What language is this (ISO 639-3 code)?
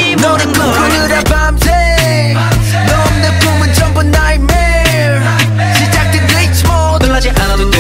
kor